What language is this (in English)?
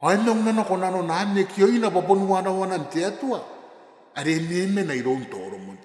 Gilbertese